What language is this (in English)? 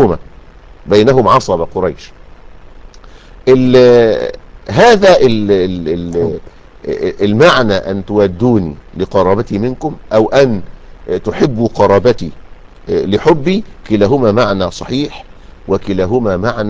Arabic